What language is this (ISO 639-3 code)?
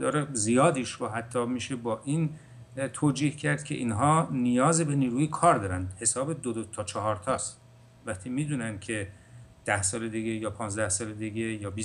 fas